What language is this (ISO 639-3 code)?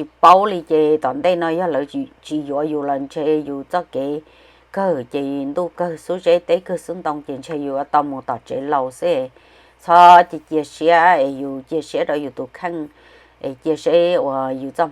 hmn